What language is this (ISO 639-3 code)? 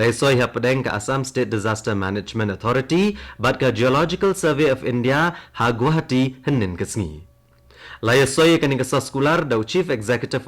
kha